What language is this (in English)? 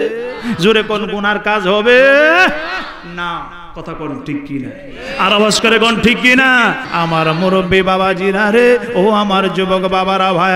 Bangla